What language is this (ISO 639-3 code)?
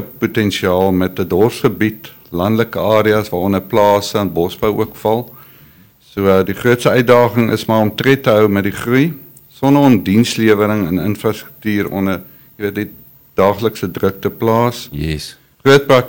afr